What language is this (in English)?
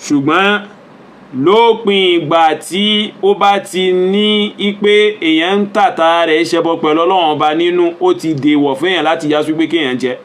Yoruba